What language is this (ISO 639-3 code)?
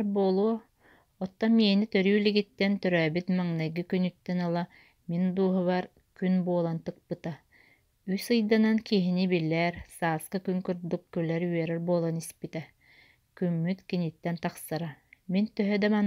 sah